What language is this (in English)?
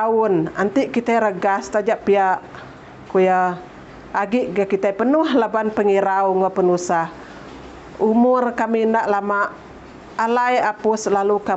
Iban